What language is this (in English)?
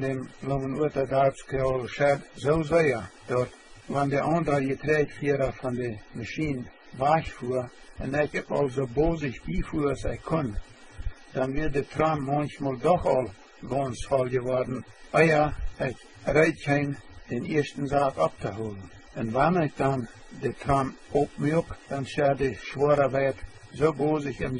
Plautdietsch